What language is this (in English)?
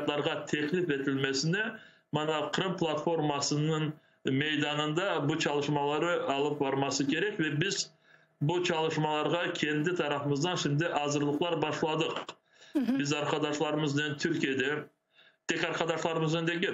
Crimean Tatar